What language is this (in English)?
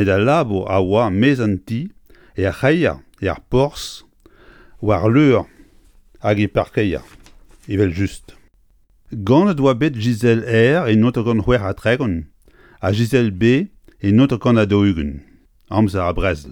Breton